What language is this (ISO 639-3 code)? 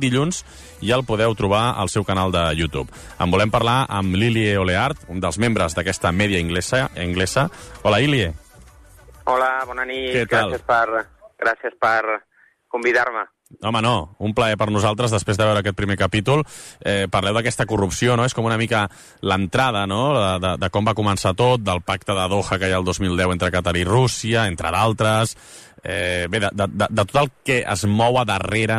cat